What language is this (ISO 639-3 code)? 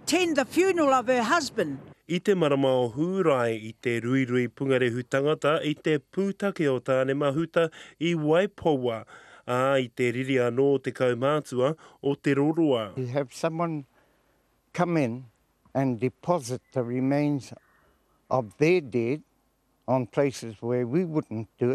mri